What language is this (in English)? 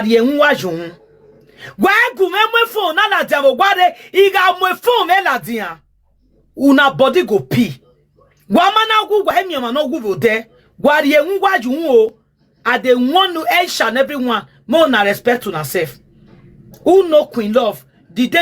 Nigerian Pidgin